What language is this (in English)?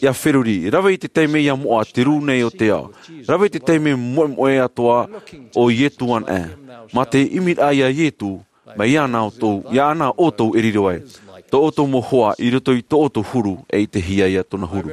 Tahitian